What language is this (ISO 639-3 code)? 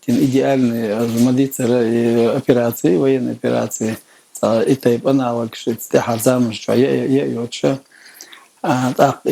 che